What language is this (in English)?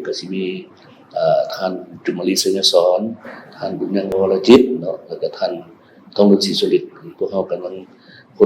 Lao